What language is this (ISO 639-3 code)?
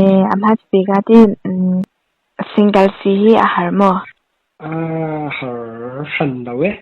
cfm